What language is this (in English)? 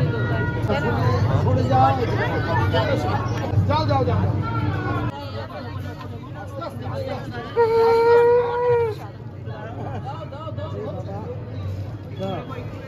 Bangla